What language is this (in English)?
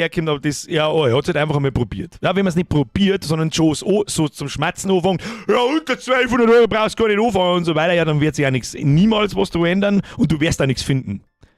Bavarian